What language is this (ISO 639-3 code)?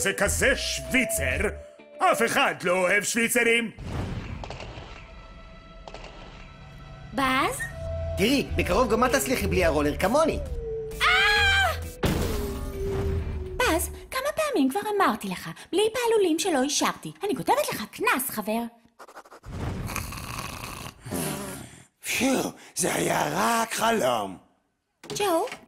heb